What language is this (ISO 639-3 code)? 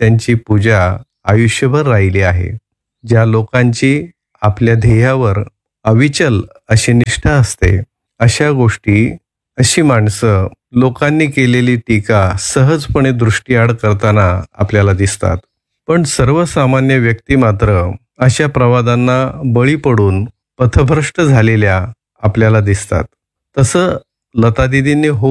mar